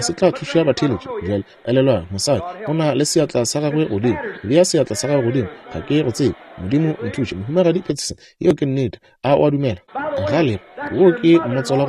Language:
Northern Sotho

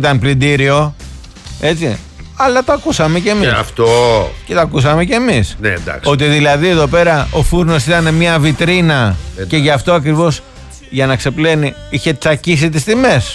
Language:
Greek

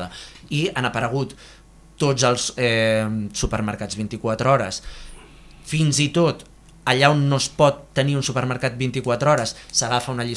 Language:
Catalan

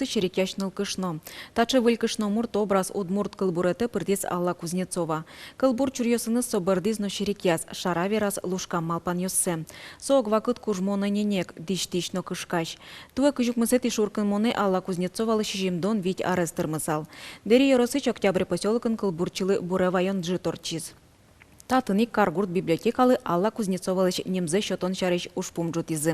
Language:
Udmurt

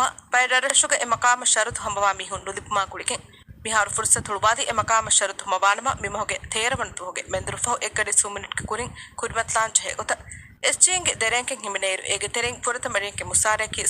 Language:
Divehi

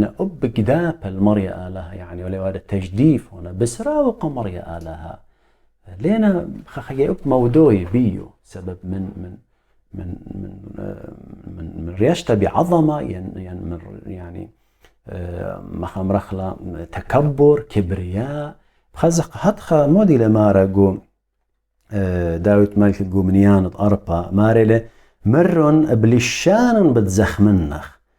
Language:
Assyrian Neo-Aramaic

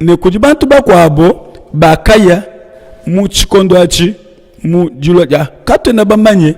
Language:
Luba-Lulua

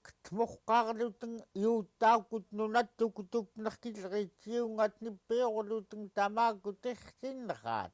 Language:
Central Yupik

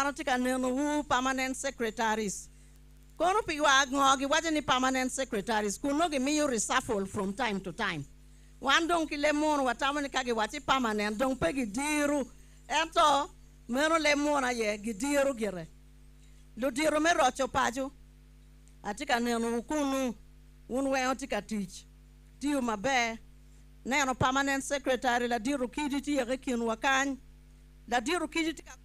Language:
Acoli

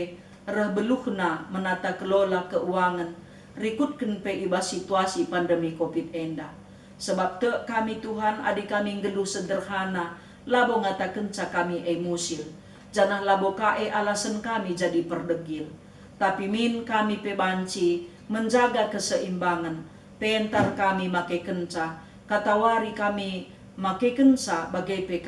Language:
Batak Karo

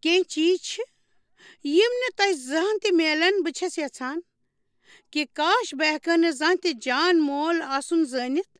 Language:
Kashmiri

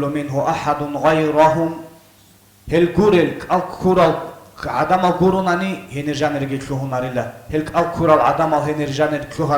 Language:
Avaric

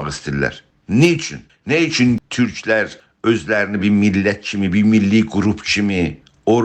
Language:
South Azerbaijani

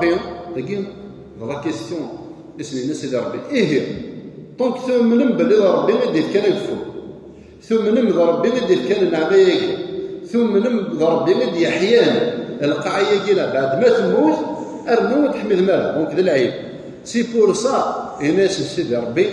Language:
Kabyle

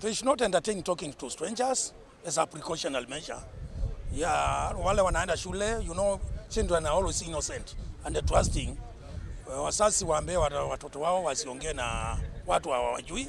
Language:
Kamba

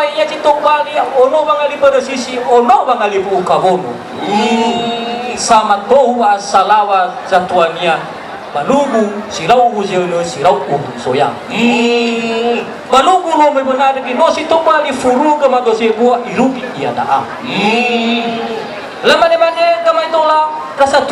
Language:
Nias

